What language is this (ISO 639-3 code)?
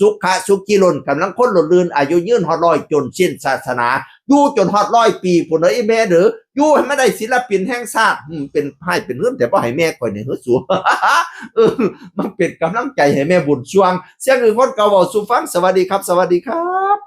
tts